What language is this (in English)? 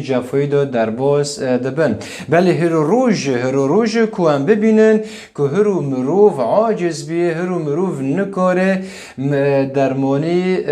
Kurdish